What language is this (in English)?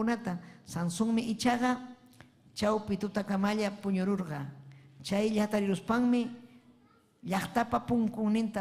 Ayacucho Quechua